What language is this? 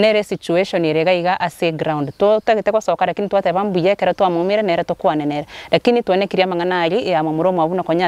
Gusii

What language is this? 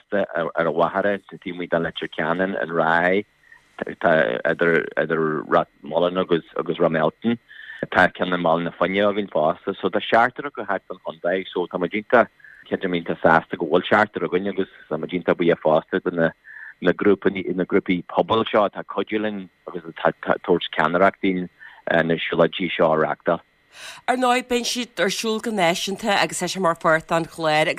Irish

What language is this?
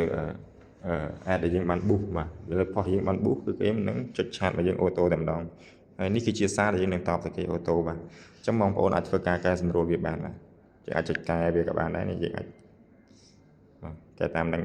Khmer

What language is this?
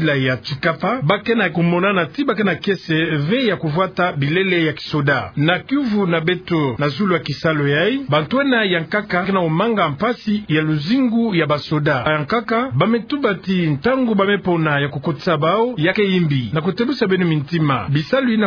Kituba (Democratic Republic of Congo)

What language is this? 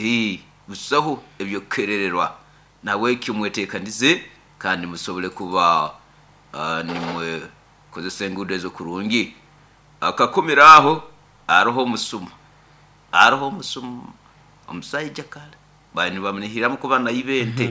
Nyoro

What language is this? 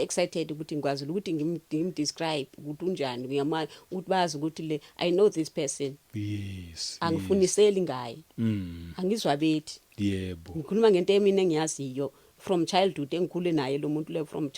Zulu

